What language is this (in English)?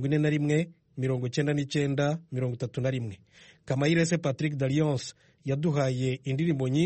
Kinyarwanda